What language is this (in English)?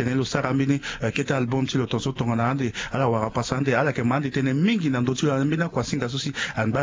Sango